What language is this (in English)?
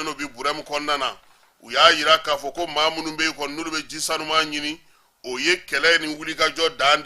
Bambara